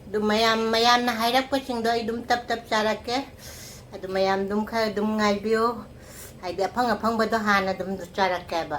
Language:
Manipuri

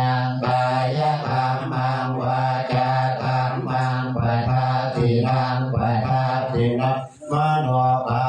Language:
Pali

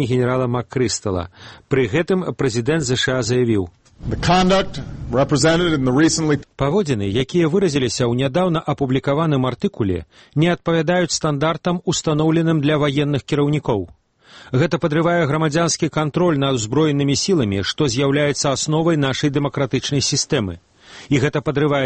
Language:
Belarusian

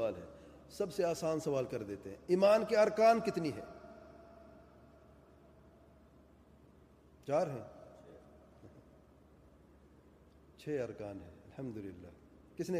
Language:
Urdu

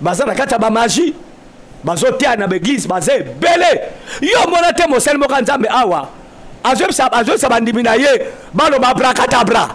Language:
Lingala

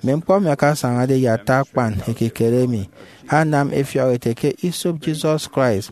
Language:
Efik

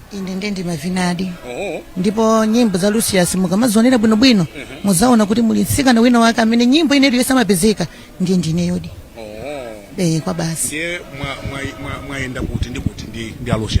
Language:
Nyanja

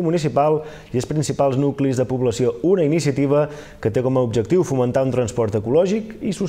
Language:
Catalan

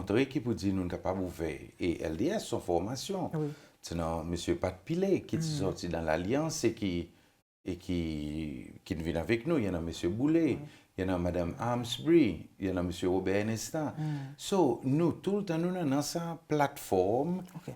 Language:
Seselwa Creole French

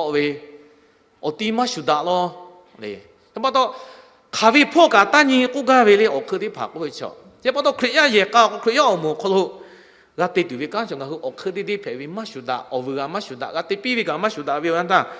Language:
Lahu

